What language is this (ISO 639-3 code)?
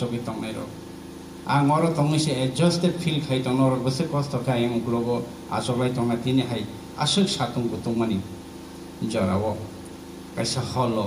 trp